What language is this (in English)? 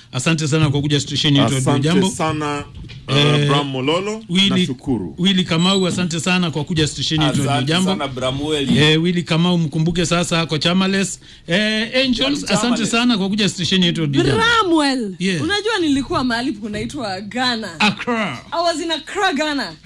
Swahili